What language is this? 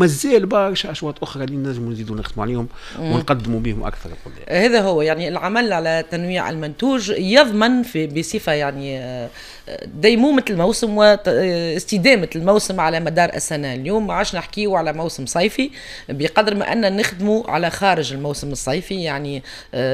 Tunisian Arabic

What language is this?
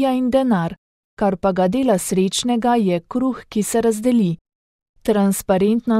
Slovenian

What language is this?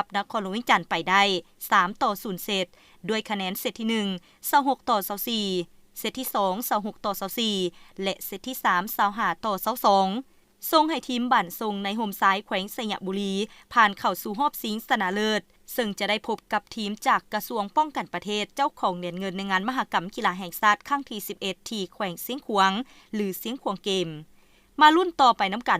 Lao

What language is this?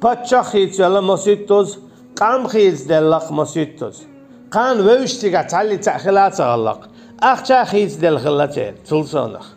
Chechen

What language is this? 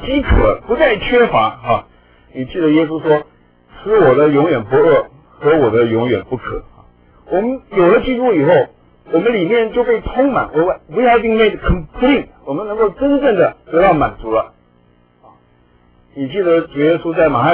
Chinese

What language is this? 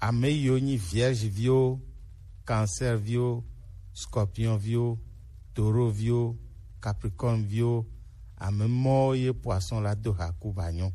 Gen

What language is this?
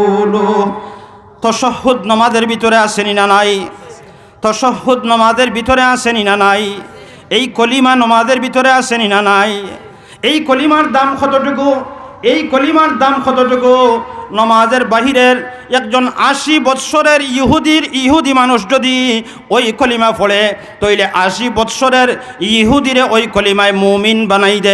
Sylheti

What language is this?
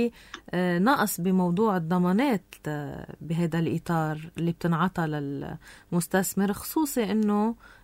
North Levantine Arabic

